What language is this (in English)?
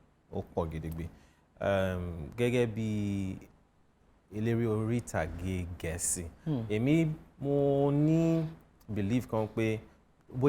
Yoruba